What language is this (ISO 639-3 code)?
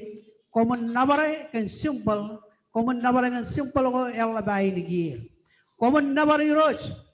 mah